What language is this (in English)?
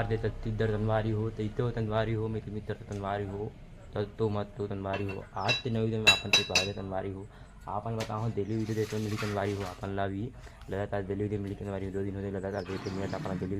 Chhattisgarhi